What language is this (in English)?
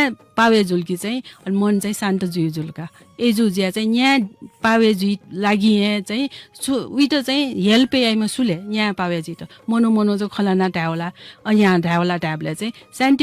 Newari